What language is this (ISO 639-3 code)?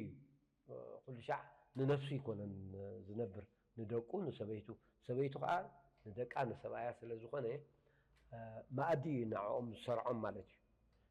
tir